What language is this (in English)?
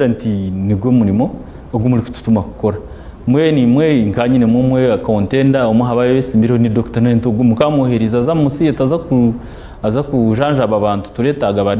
Nyankole